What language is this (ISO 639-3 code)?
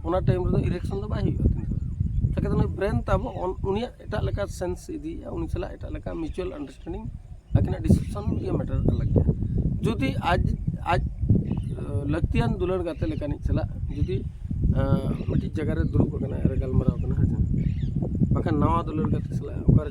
sat